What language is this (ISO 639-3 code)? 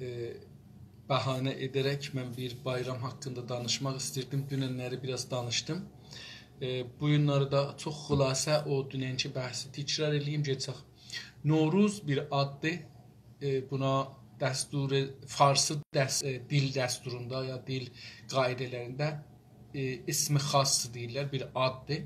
azb